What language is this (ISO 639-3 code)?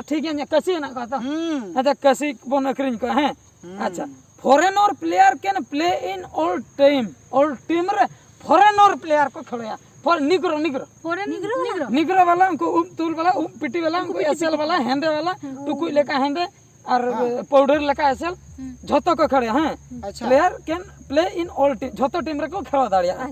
sat